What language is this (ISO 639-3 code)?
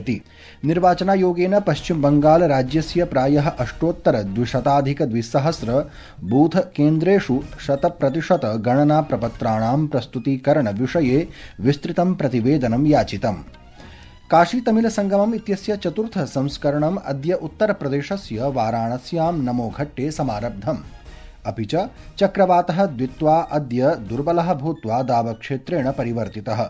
san